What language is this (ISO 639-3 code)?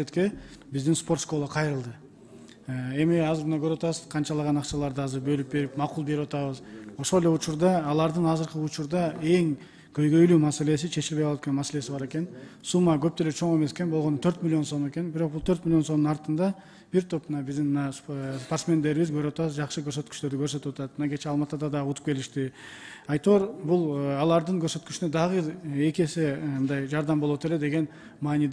kir